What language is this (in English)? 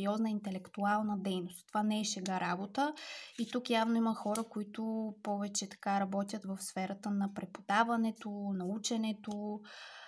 Bulgarian